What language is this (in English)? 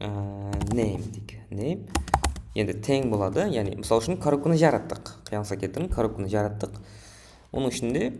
Kara-Kalpak